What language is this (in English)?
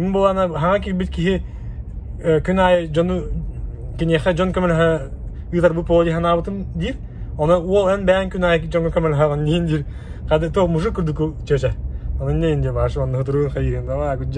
Yakut